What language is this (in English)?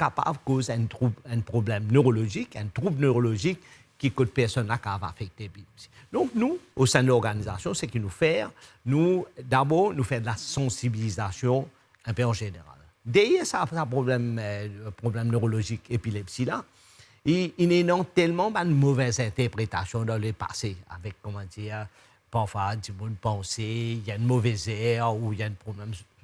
Morisyen